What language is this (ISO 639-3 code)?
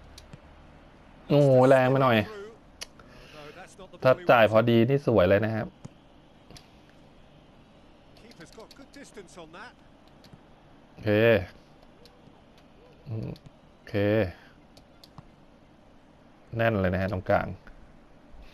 tha